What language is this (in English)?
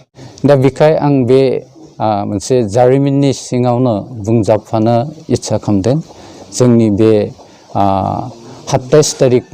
Bodo